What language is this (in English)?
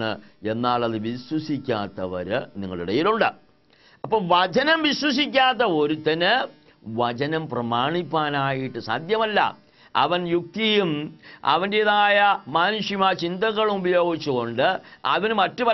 Malayalam